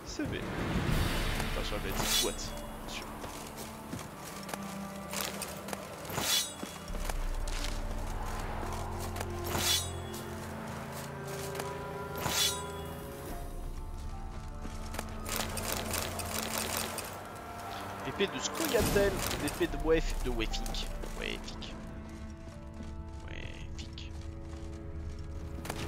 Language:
French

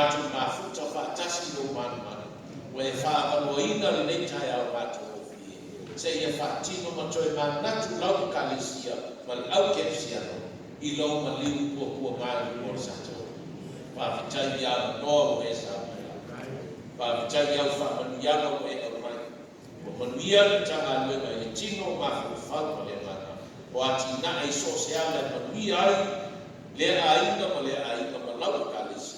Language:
Samoan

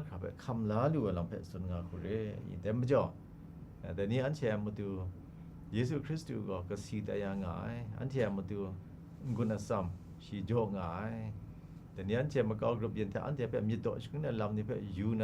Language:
Kachin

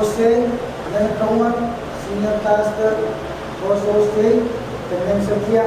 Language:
Pohnpeian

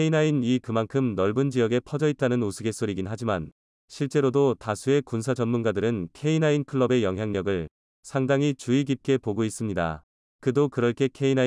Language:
Korean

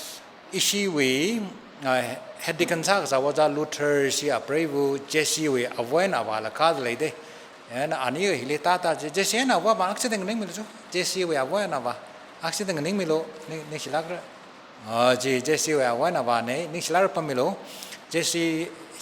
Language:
Tangkhul Naga (India)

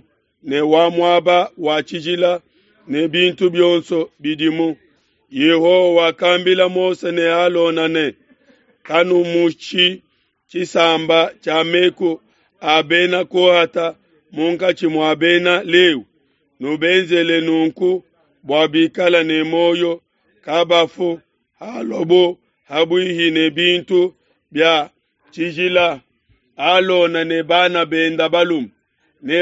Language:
Luba-Lulua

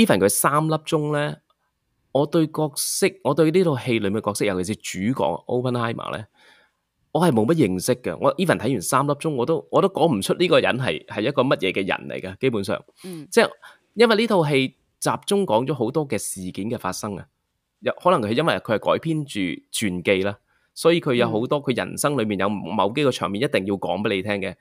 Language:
Cantonese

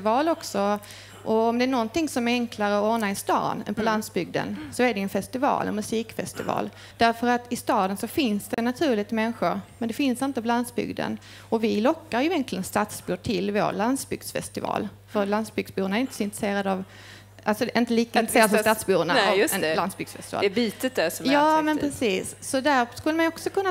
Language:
Swedish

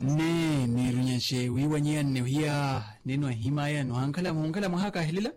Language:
Makhuwa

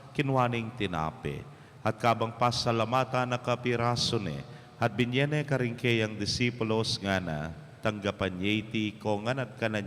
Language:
Pampanga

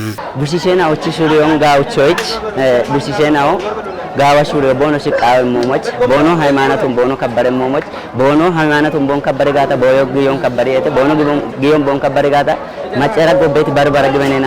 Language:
Kafa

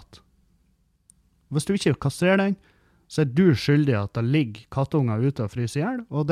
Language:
Norwegian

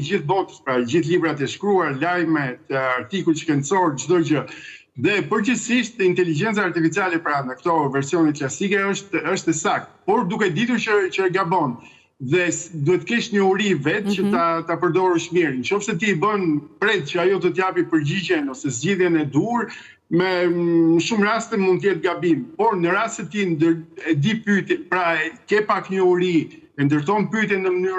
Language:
Albanian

